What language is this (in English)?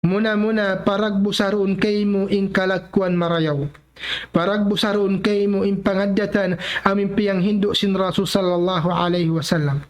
Tausug